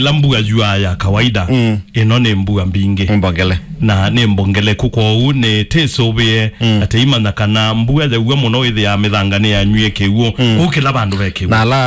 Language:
Kamba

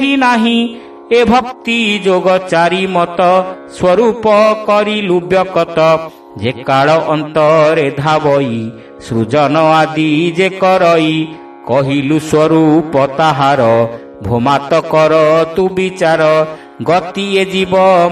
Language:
Odia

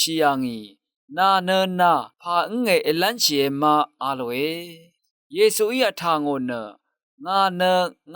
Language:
Rawang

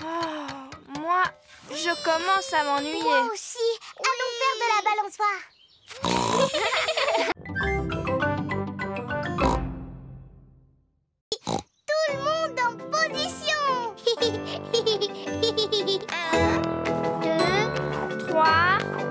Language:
French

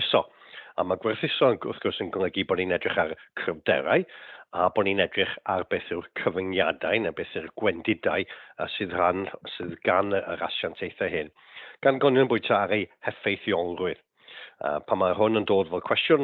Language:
Welsh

